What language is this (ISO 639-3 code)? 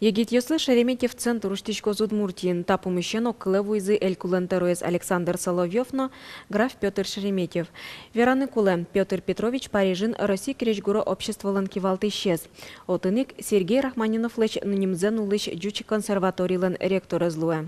udm